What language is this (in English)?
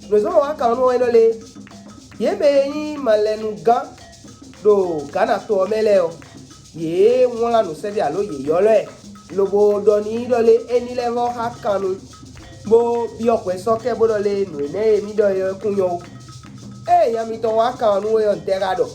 Fon